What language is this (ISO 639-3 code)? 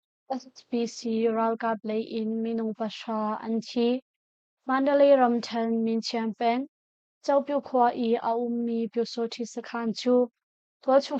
cnh